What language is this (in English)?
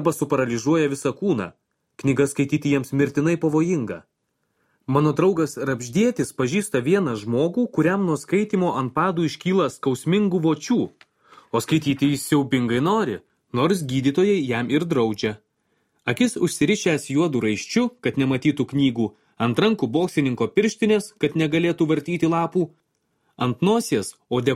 Lithuanian